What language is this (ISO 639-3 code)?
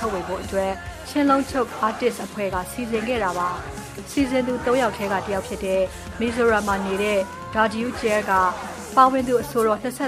mya